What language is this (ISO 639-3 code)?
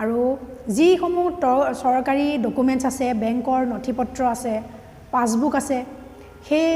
asm